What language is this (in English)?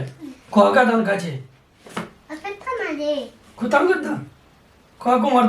Tibetan